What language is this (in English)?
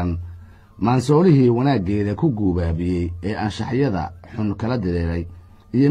Somali